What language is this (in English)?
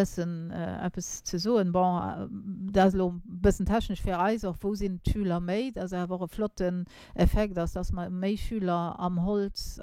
Luxembourgish